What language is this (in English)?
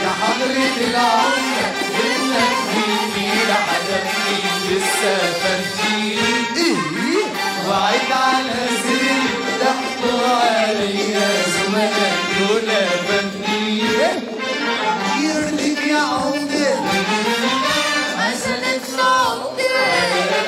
Egyptian Arabic